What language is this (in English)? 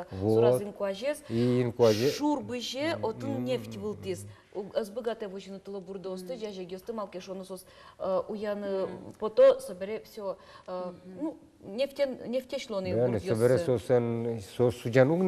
Udmurt